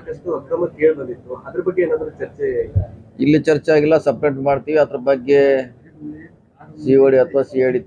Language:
Kannada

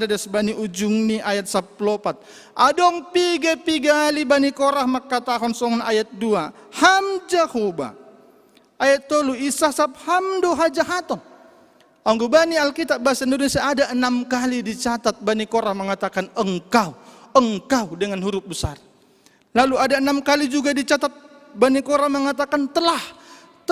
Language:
Batak Simalungun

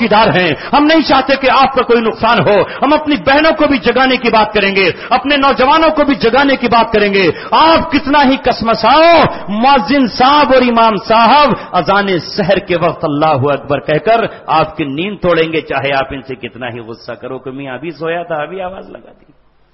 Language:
Urdu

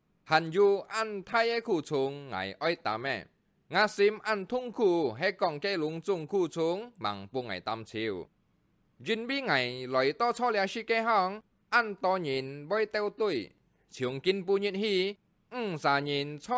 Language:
Hakka Chinese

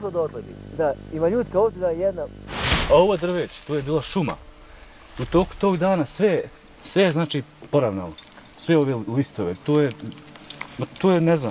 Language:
Bosnian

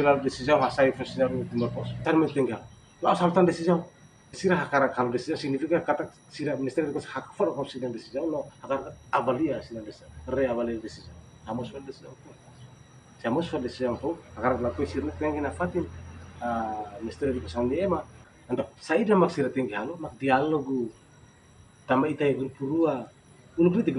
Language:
Tetum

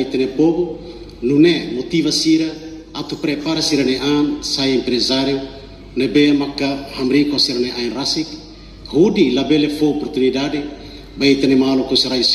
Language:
Tetum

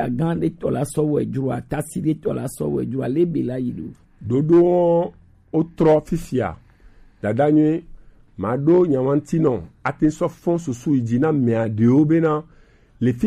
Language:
Gen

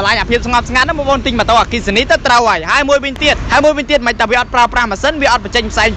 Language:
Khmer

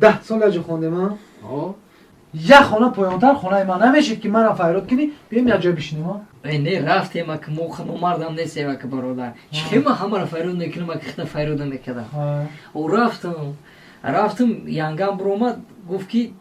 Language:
Tajik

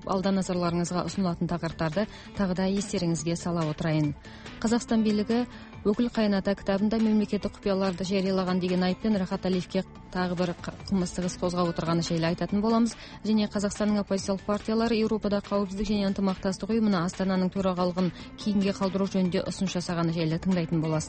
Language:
Kazakh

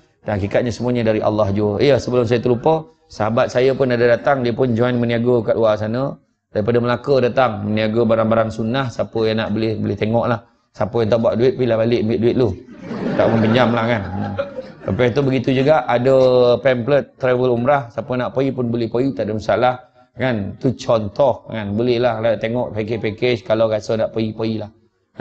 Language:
Malay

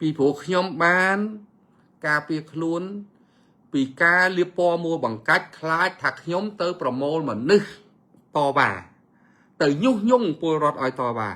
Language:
Khmer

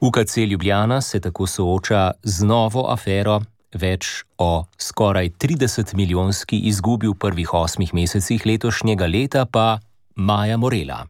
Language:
Slovenian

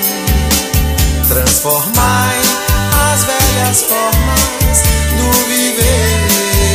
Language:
Portuguese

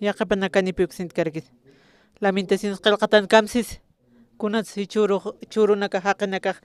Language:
Aymara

